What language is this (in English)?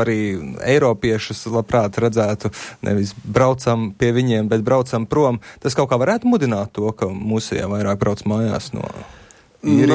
Latvian